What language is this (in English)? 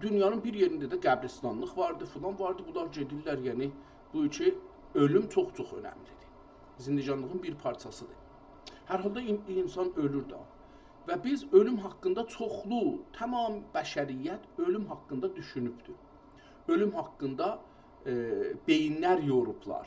South Azerbaijani